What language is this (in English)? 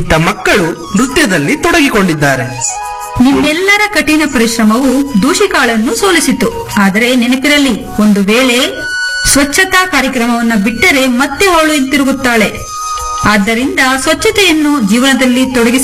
Kannada